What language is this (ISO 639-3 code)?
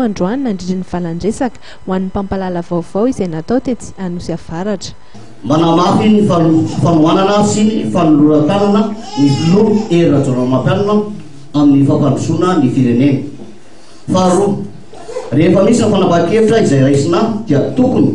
mlg